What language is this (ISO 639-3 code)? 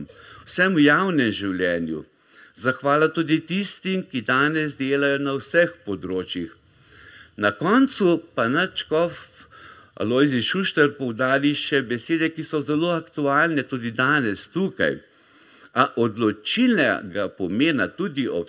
slv